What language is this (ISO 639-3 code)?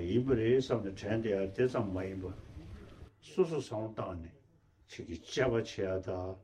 bod